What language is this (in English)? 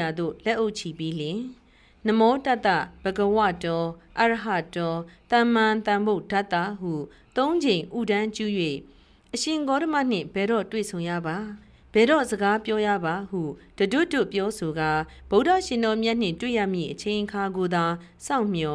Burmese